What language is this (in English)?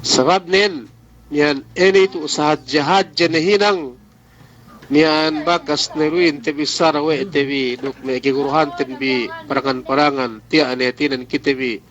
Yakan